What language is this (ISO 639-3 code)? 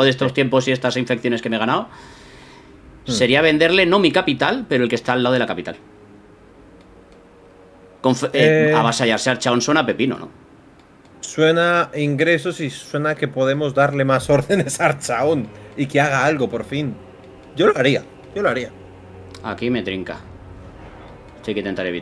spa